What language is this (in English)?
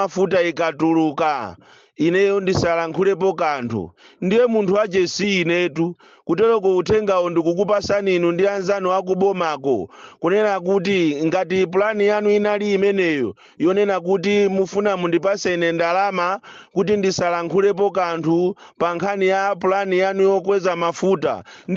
Nyanja